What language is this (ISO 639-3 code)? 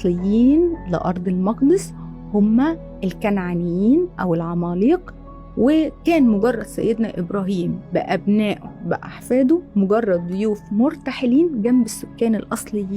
arz